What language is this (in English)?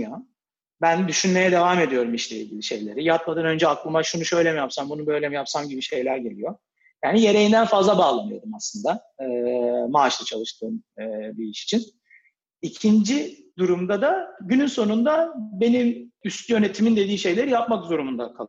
Turkish